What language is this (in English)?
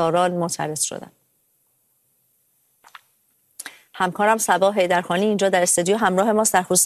Persian